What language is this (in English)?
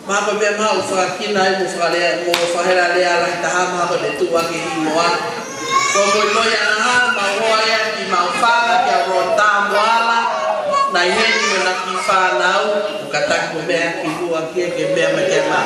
Tongan